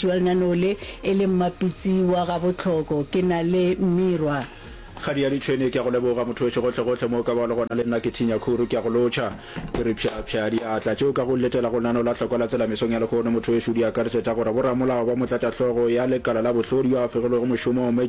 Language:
Northern Sotho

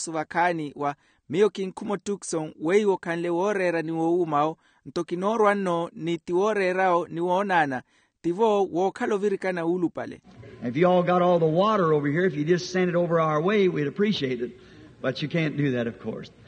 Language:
Makhuwa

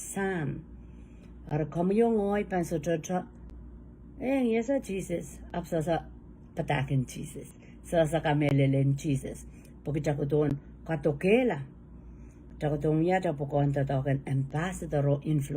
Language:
Pohnpeian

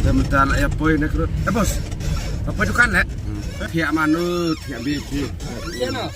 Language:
Khasi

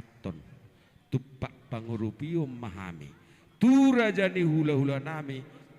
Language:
Batak Toba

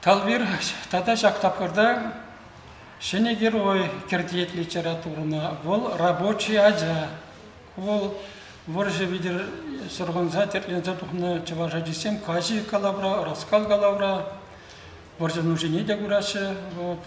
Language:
Chuvash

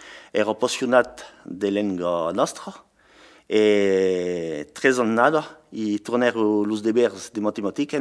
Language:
Occitan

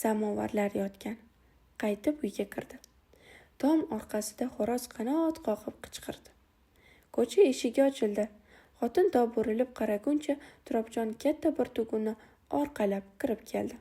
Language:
Uzbek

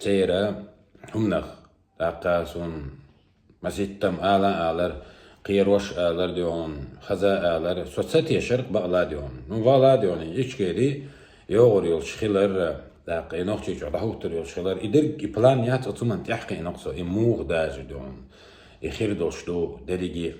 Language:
Chechen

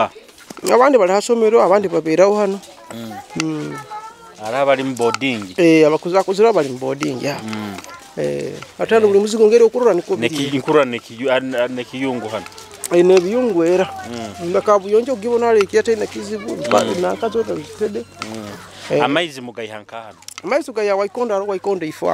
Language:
Nyoro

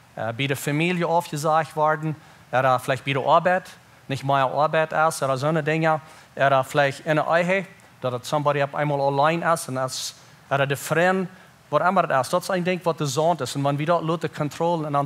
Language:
Plautdietsch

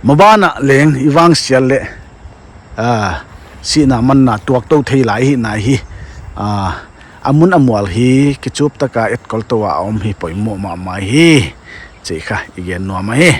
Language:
Paite Chin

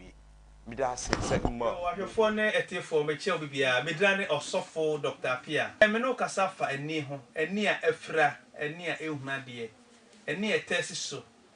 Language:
Akan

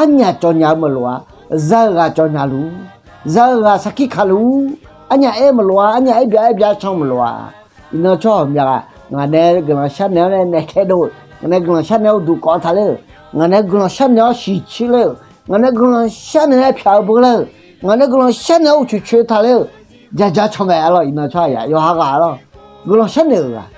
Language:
Akha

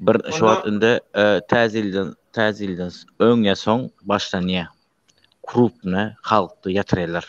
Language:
Turkmen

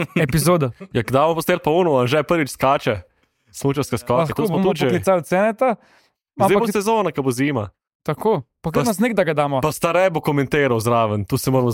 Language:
Slovenian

